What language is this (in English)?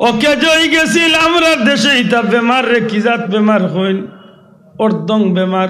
Sylheti